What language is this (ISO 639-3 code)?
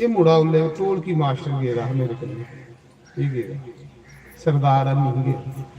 doi